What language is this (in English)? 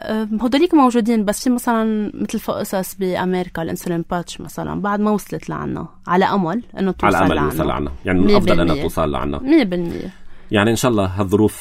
North Levantine Arabic